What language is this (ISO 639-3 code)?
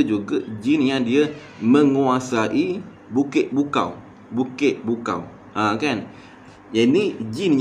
msa